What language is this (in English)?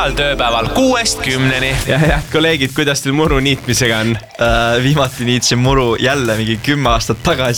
Estonian